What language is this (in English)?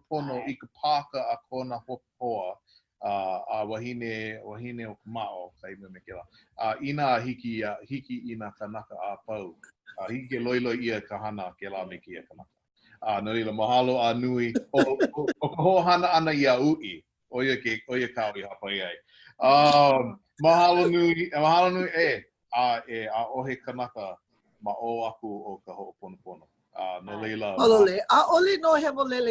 Hawaiian